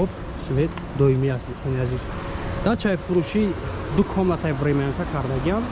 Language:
Tajik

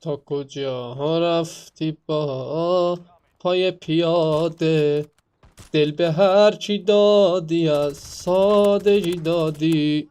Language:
South Azerbaijani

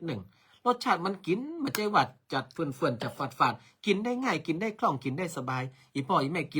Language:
Northern Thai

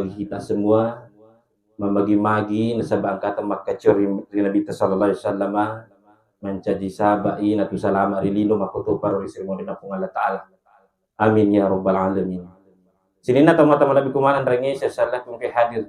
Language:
Buginese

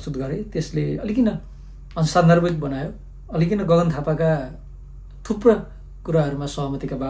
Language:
Nepali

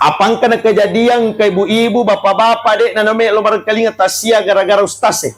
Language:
Buginese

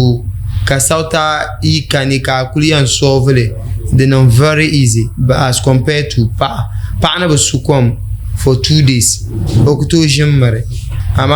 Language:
Dagbani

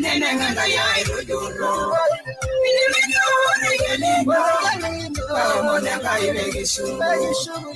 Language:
Masai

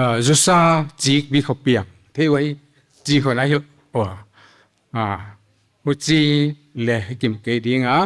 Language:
Paite Chin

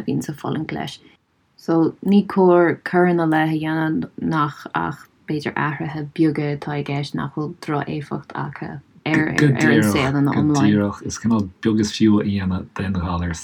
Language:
Irish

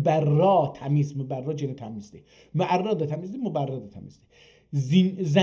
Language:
South Azerbaijani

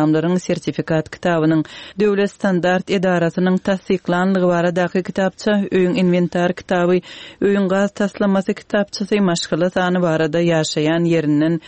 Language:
Turkmen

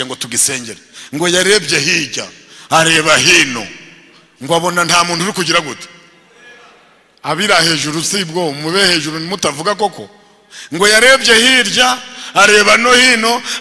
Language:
Kinyarwanda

